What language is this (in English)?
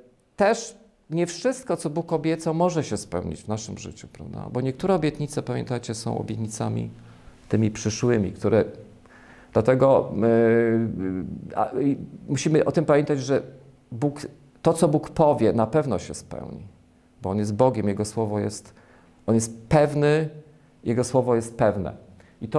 Polish